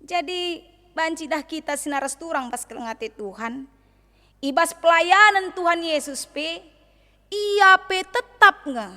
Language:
Batak Karo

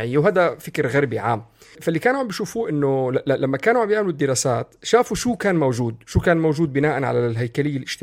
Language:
North Levantine Arabic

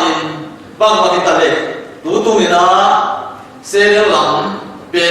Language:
Tedim Chin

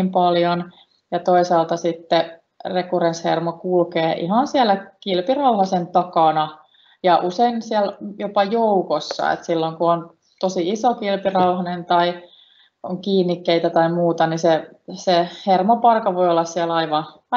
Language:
Finnish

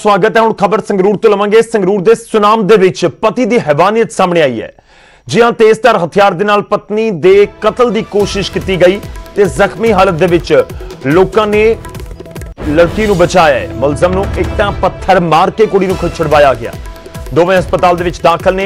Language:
Punjabi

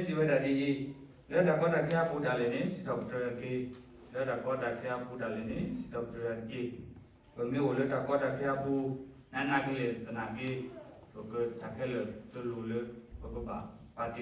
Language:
S'gaw Karen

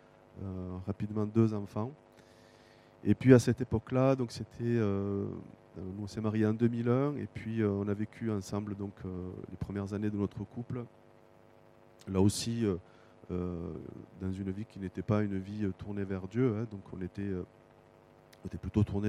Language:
French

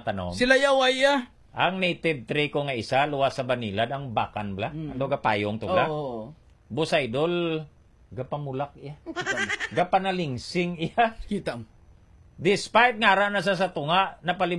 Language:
Hiligaynon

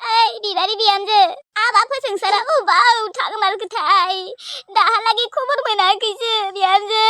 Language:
Bodo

